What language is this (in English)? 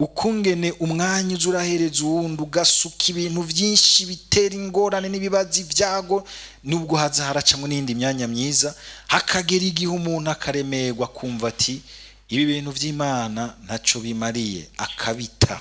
Rundi